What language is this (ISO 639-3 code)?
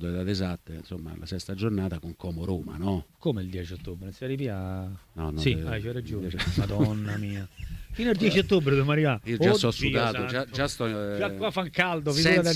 ita